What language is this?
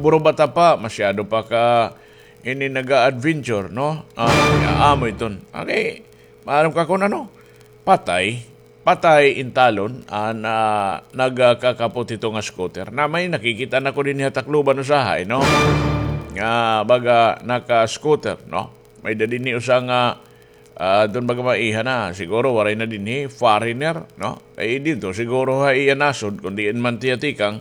Waray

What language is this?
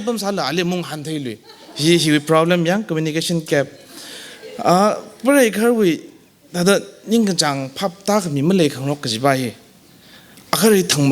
Tangkhul Naga (India)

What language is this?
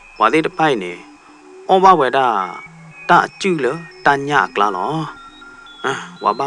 S'gaw Karen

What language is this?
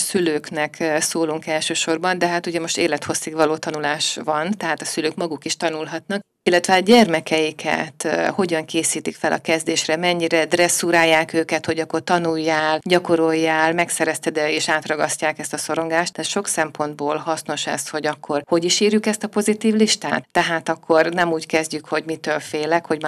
Hungarian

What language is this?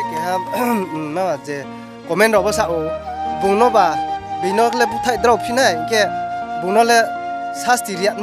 Riang (India)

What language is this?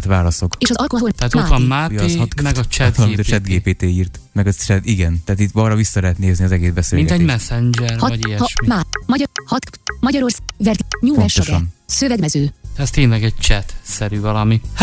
Hungarian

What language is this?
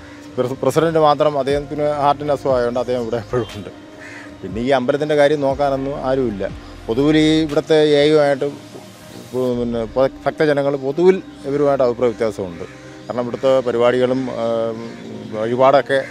Malayalam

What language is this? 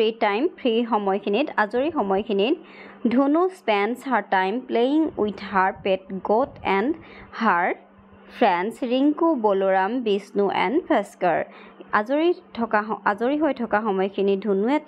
Assamese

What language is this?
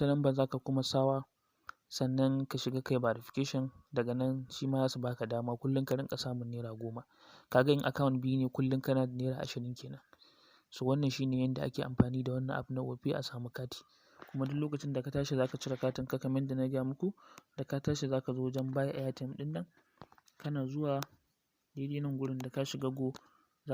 Hausa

